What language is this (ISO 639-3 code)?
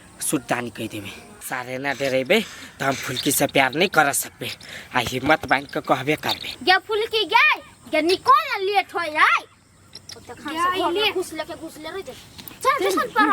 mai